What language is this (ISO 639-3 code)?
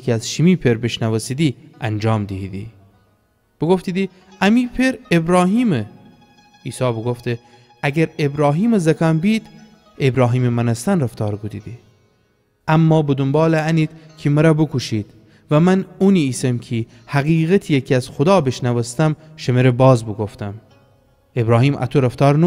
glk